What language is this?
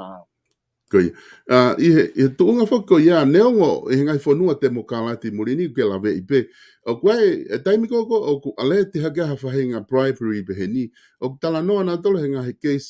Tongan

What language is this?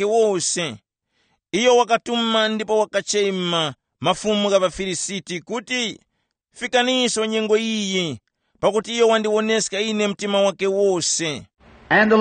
Tumbuka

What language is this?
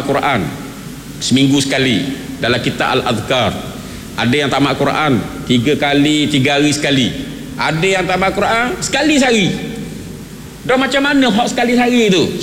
Malay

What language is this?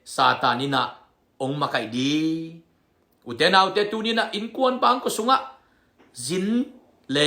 Tedim Chin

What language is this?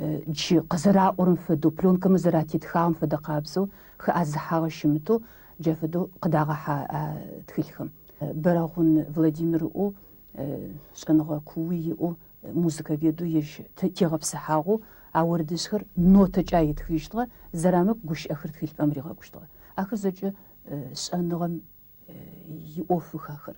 Kabardian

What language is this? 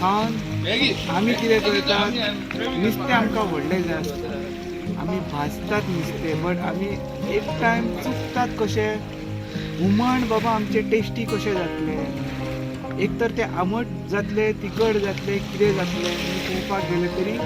Konkani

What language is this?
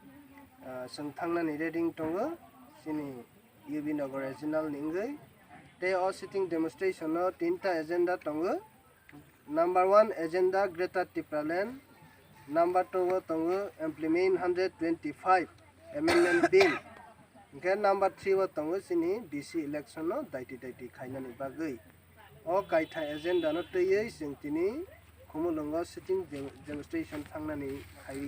Kok Borok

